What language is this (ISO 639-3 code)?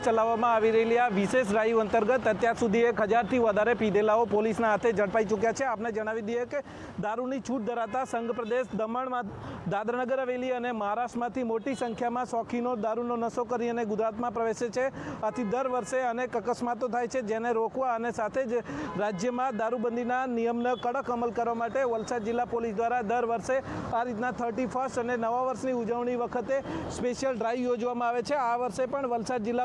guj